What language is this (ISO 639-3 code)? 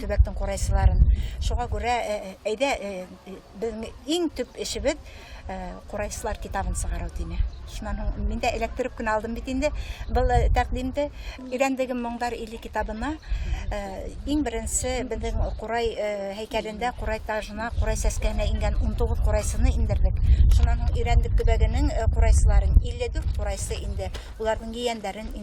bak